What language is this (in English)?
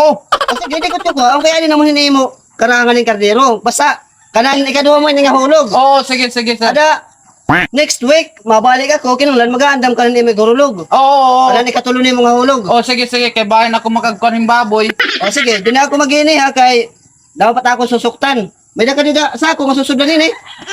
Waray